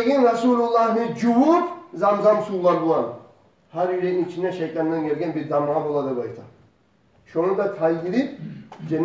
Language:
Kumyk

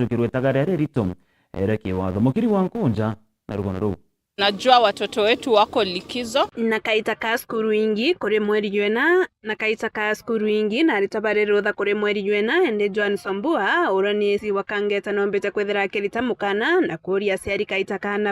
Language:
Meru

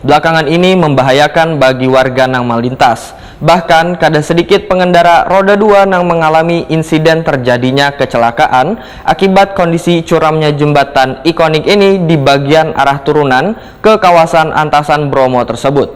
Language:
Banjar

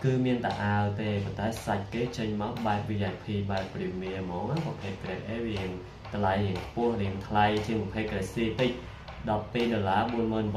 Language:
Khmer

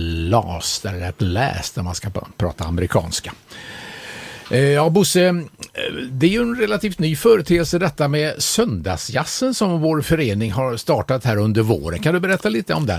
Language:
Swedish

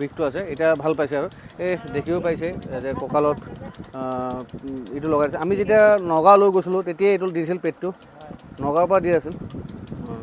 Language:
Assamese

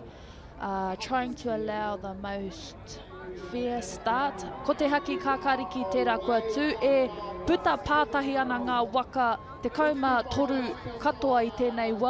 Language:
Māori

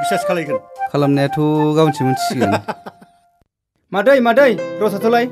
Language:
Bodo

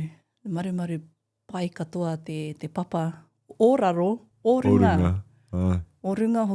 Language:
Māori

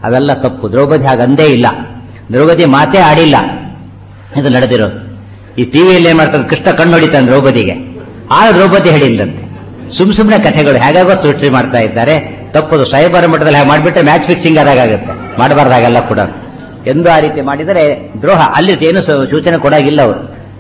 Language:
Kannada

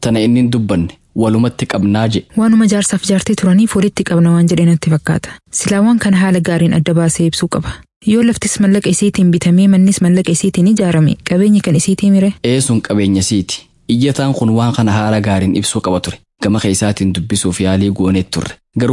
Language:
Somali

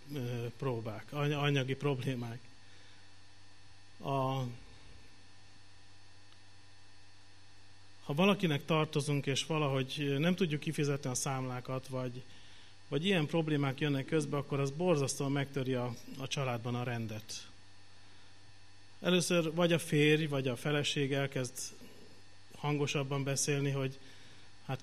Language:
Hungarian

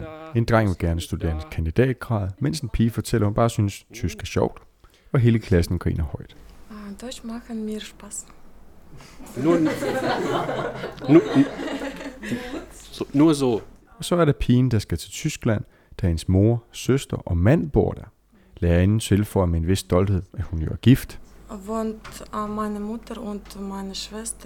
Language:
Danish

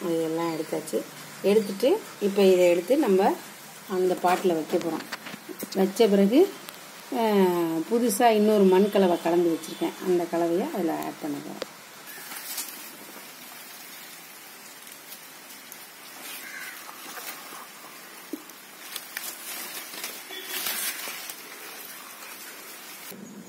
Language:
Tamil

